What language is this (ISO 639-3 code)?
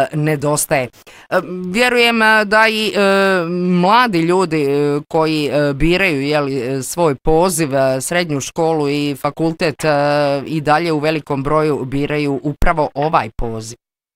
bos